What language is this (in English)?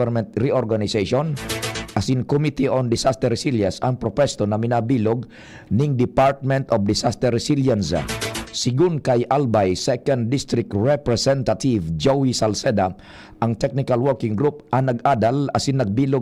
Bikol